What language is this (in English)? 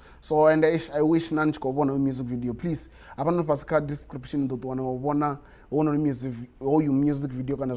Venda